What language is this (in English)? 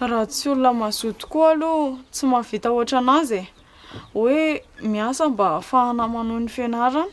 Malagasy